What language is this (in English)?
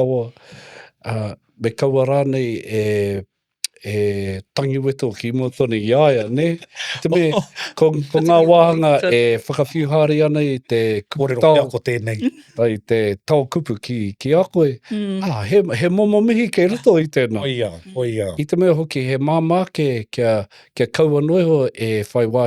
Māori